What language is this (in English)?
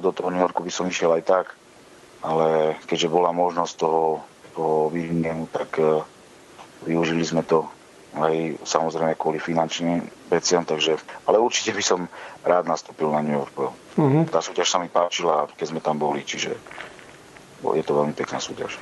Slovak